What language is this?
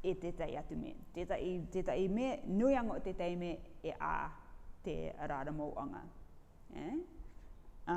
Rarotongan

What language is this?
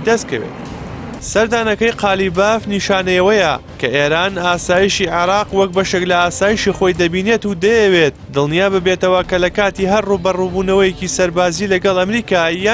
Central Kurdish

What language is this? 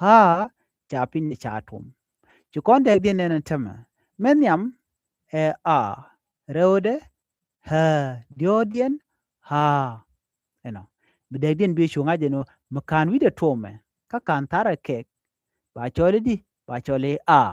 Nuer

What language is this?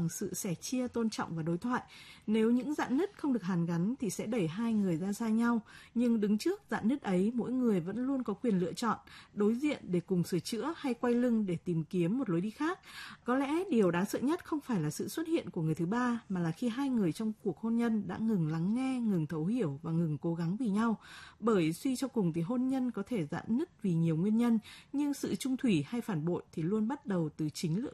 Vietnamese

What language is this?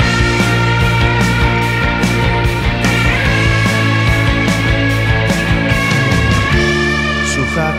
Greek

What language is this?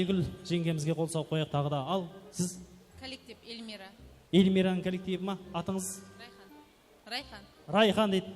Kara-Kalpak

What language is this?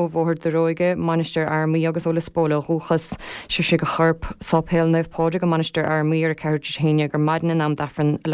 Irish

